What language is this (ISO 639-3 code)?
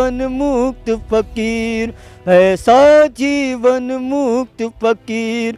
hin